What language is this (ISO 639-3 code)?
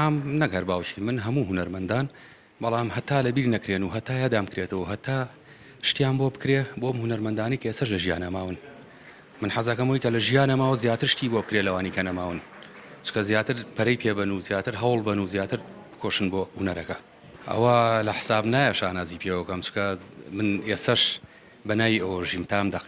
ckb